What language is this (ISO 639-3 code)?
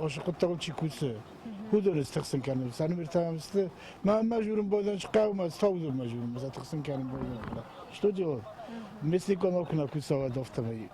oss